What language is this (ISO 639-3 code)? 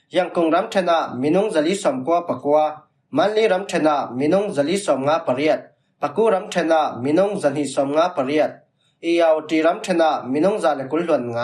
cfm